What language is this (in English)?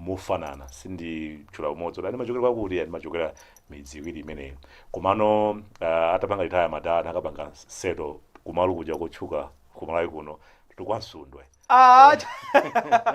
Nyanja